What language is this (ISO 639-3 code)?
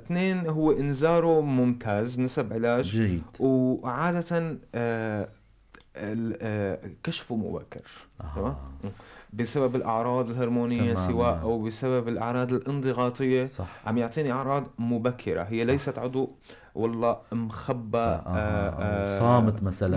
apc